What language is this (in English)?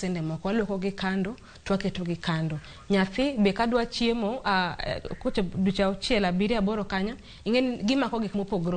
Luo (Kenya and Tanzania)